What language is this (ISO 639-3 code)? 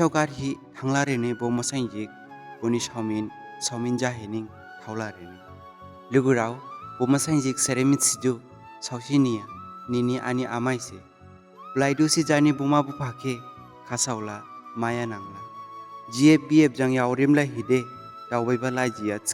dis